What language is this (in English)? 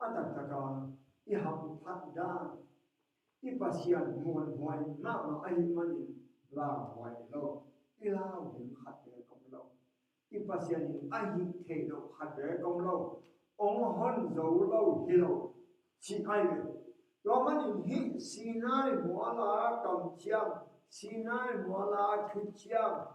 Tedim Chin